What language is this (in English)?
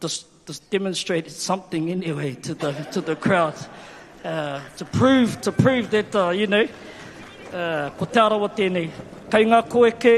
Māori